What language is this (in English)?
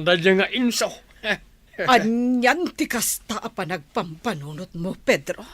Iloko